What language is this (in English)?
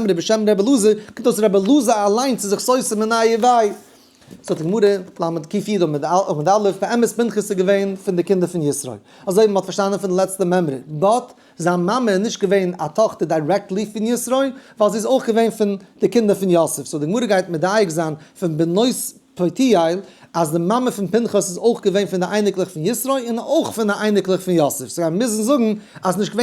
Yiddish